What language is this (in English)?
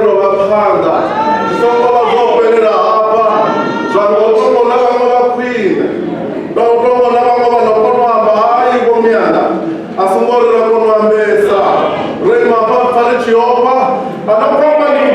Venda